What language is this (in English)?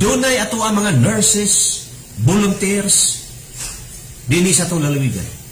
Cebuano